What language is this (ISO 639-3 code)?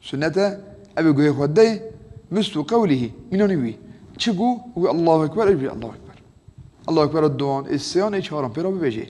kur